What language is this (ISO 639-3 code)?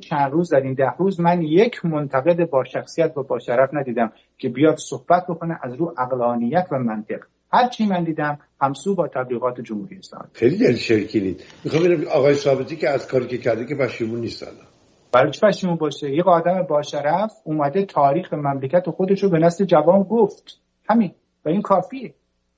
fas